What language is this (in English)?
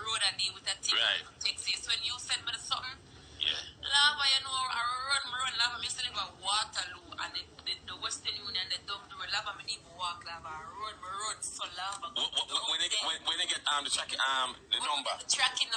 Jamaican Creole English